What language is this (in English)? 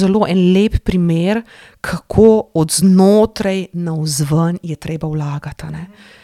Slovenian